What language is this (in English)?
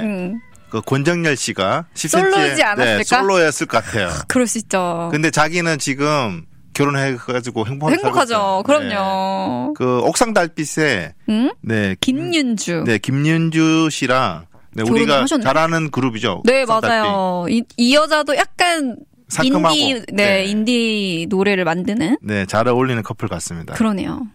Korean